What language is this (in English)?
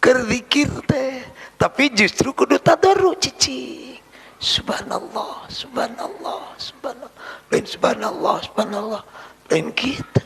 Sundanese